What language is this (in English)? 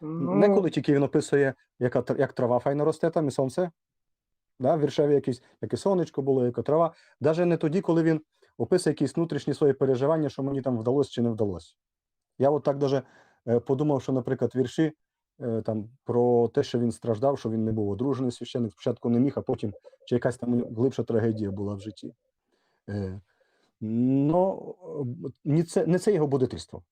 Rusyn